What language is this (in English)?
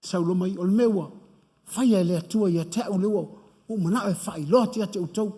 Samoan